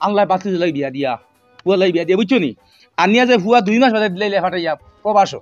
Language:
Sylheti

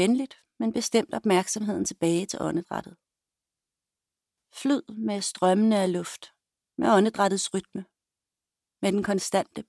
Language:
Danish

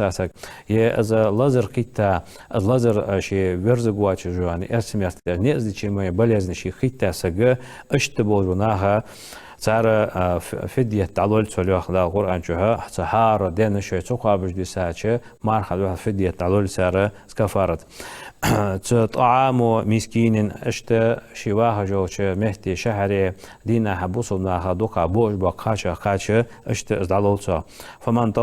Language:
Ingush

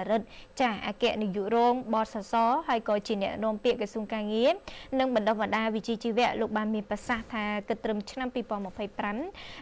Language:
Khmer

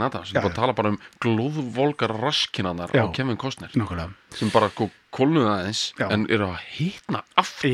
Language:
Icelandic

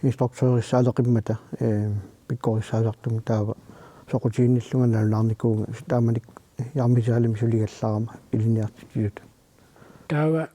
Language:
Kalaallisut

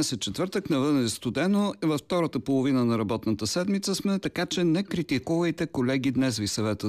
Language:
Bulgarian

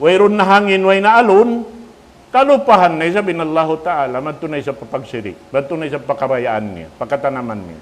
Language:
Tausug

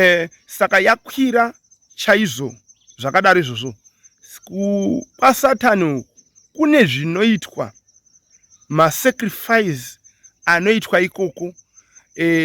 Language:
Shona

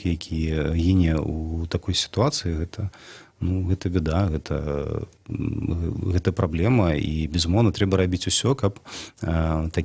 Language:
Belarusian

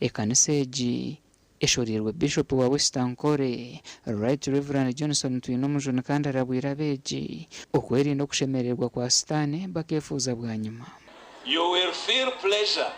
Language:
Nyankole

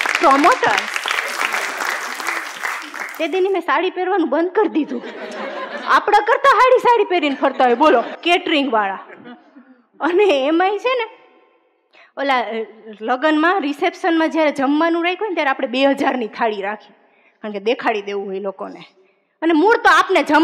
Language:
Gujarati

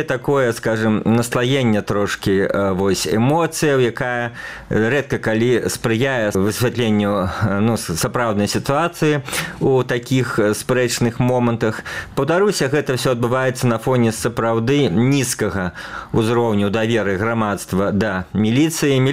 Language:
Belarusian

